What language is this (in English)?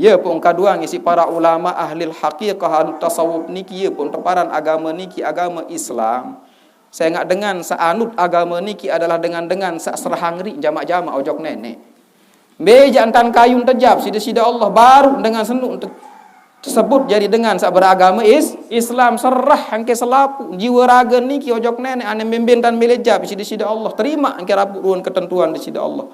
Sasak